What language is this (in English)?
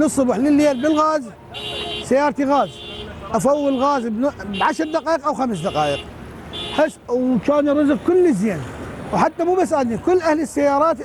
North Levantine Arabic